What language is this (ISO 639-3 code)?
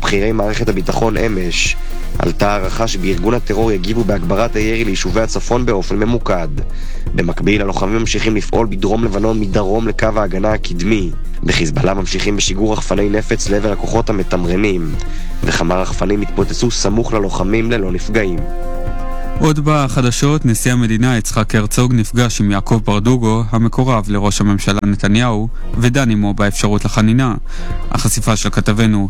heb